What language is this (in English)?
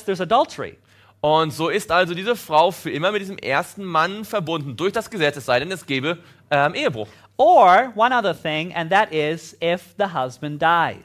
German